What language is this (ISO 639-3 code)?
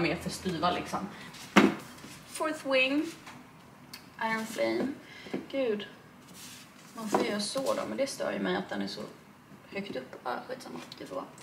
swe